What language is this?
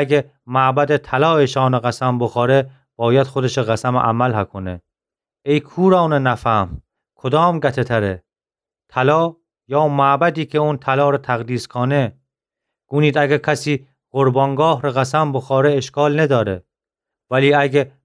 Gilaki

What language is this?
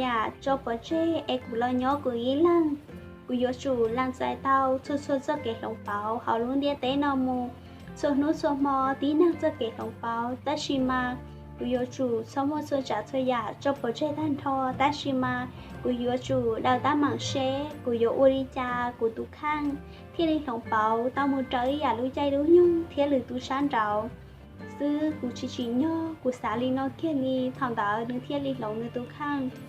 Hmong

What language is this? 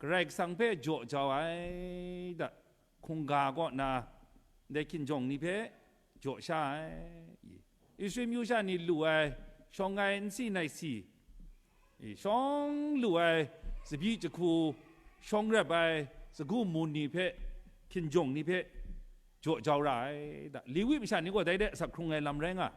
Kachin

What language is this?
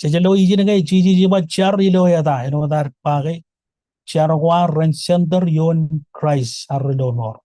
Marshallese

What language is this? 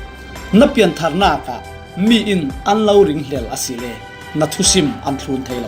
Falam Chin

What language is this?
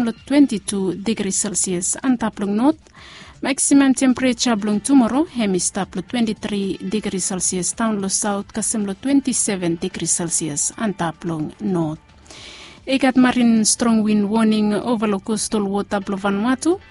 Bislama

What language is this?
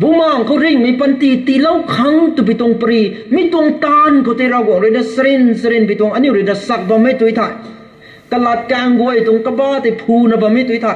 Rongmei Naga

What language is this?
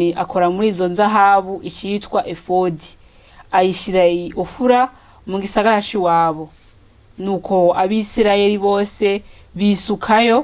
Rundi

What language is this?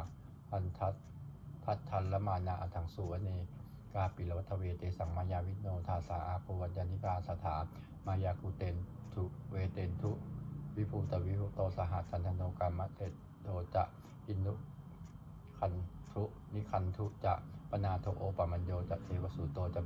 Pali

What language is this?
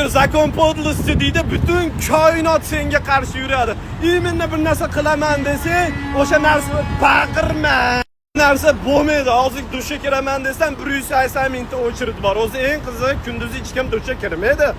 Uzbek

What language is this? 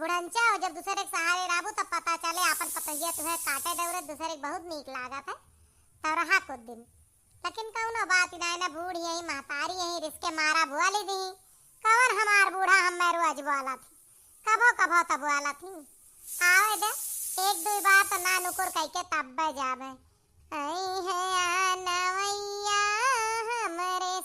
Awadhi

